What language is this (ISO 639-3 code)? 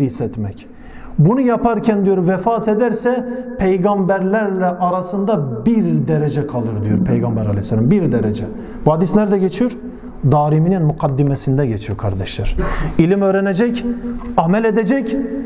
tur